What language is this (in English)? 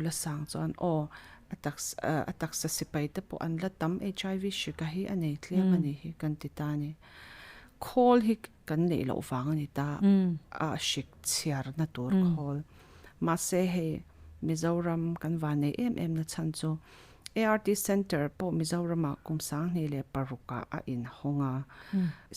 Mizo